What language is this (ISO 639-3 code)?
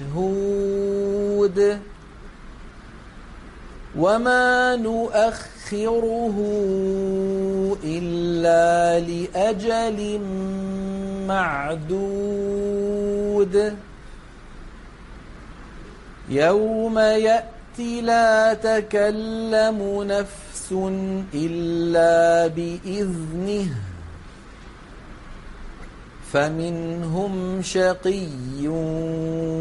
ara